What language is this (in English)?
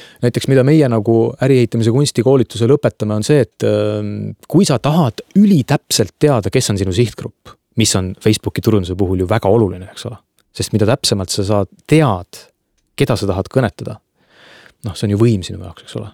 Estonian